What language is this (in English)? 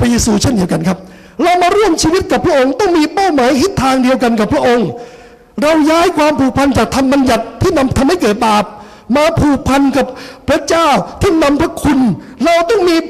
Thai